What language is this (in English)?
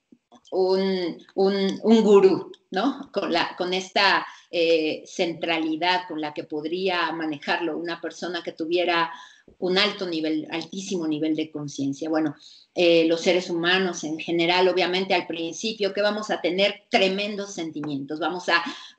Spanish